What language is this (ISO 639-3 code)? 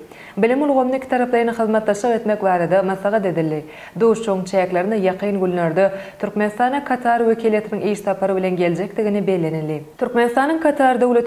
tuk